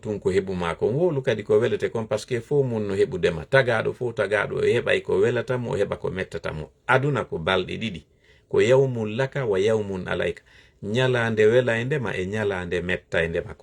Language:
Fula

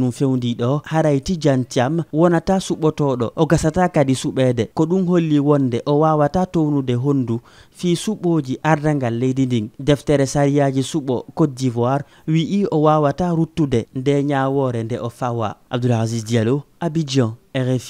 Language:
Fula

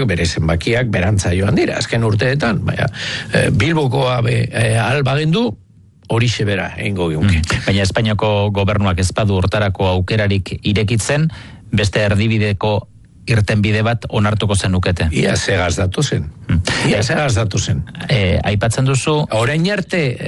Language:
Basque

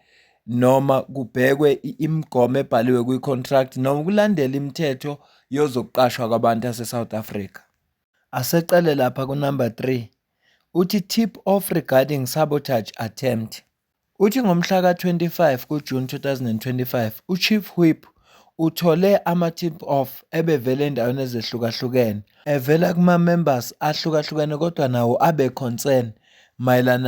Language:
Zulu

